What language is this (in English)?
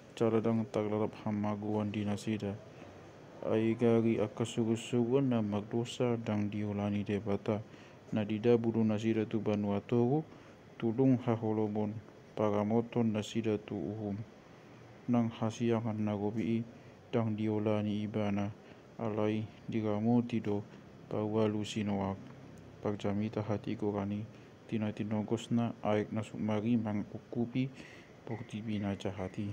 Batak Toba